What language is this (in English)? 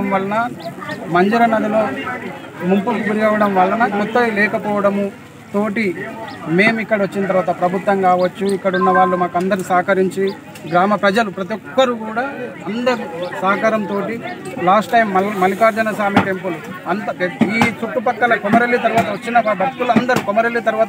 Telugu